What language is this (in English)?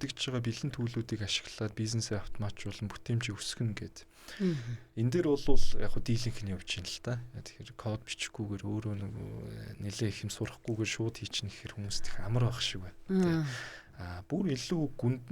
Mongolian